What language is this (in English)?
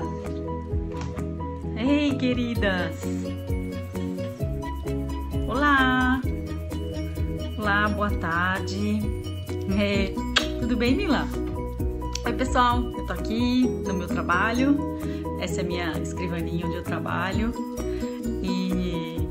Portuguese